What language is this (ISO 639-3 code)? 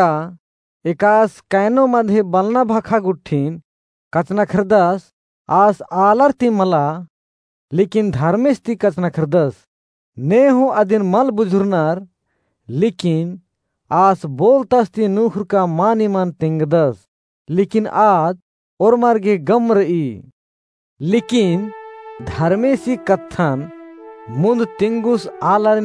kru